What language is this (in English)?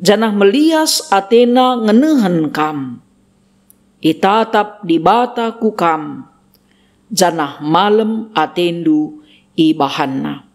Batak Karo